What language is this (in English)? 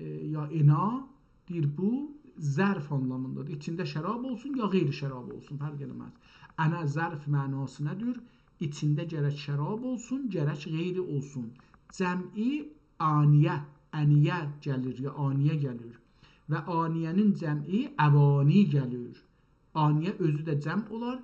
South Azerbaijani